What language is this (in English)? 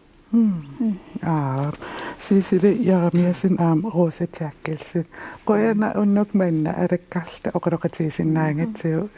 Kalaallisut